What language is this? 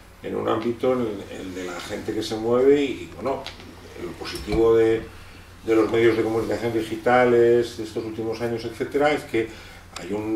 Spanish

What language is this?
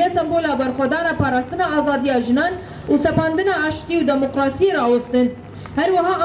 Kurdish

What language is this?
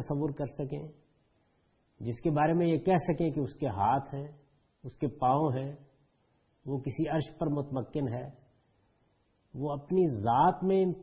Urdu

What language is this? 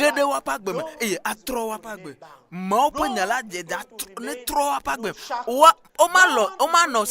Ewe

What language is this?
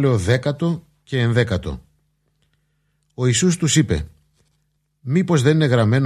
Greek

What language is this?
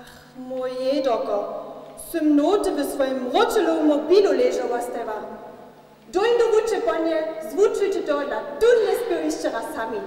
Upper Sorbian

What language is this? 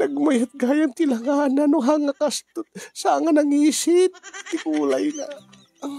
Iloko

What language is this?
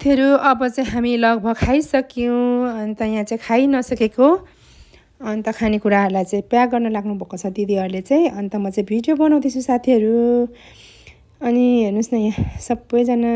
Nepali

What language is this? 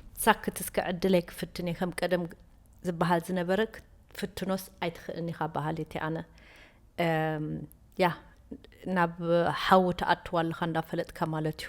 Tigrinya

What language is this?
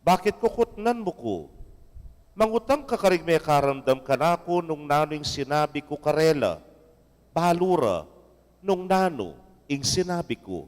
Pampanga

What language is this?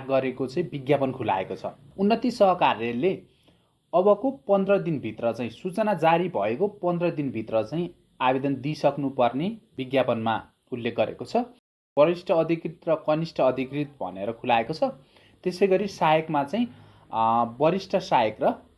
Nepali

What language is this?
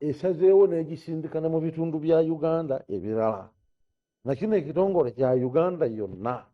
Ganda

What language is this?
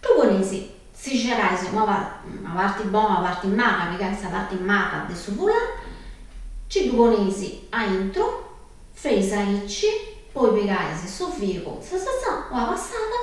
Sardinian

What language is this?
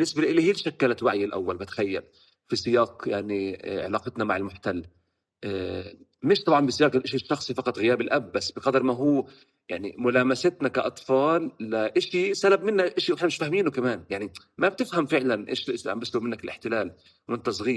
North Levantine Arabic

